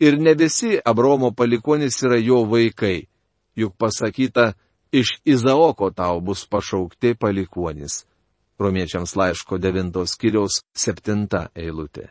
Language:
Lithuanian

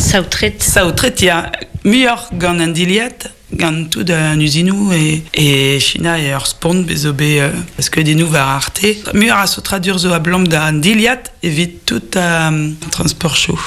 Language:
Breton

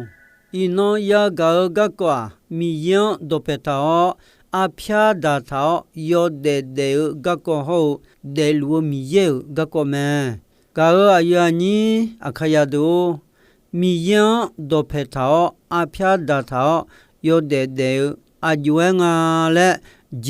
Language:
Akha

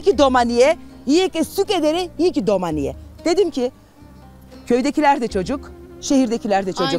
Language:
Zaza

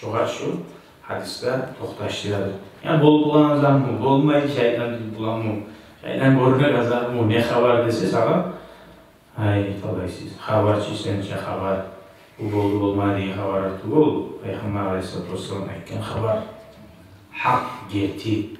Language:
Kumyk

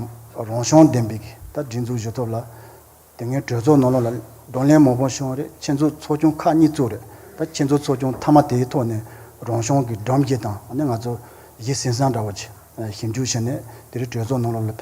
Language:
Tibetan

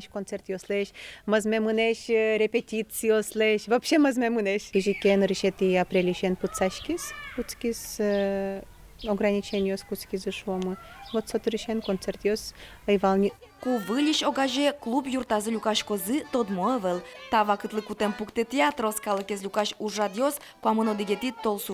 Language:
Udmurt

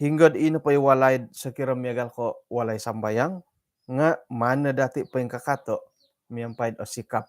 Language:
Central Dusun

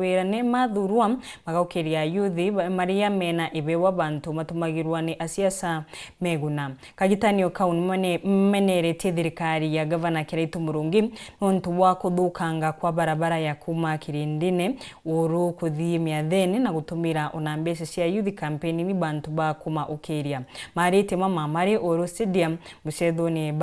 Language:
Meru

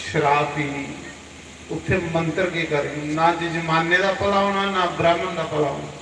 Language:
Dogri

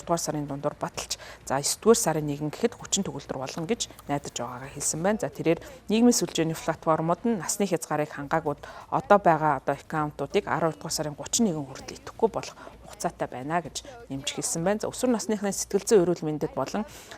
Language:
Mongolian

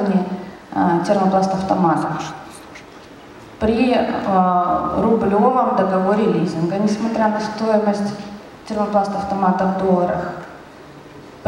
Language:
Russian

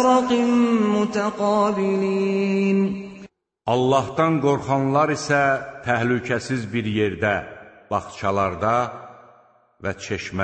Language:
Azerbaijani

